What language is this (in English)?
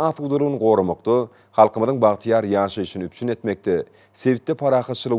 Turkmen